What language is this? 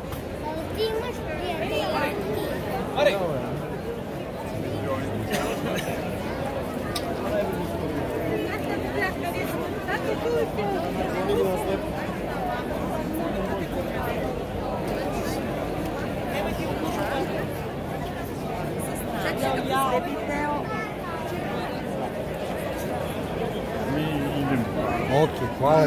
Serbian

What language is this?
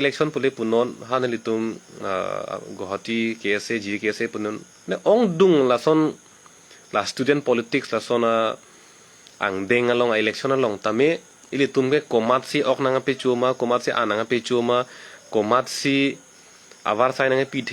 Karbi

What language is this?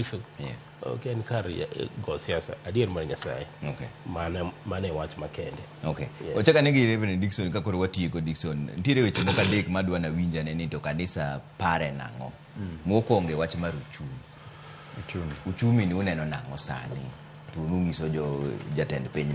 Luo (Kenya and Tanzania)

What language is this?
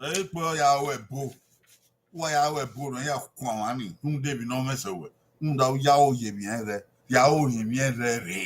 Bini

